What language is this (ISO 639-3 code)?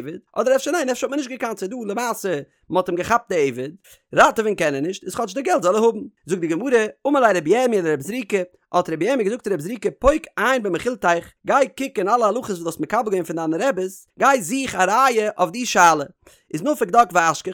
yid